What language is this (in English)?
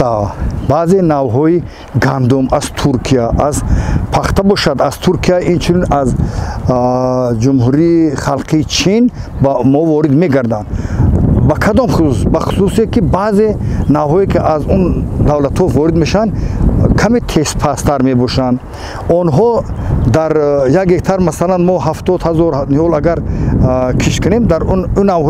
Tajik